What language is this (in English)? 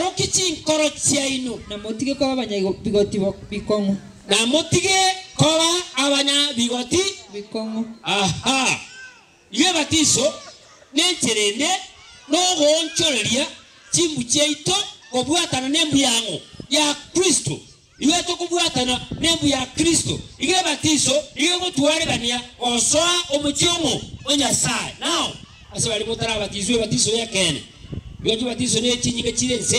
Gusii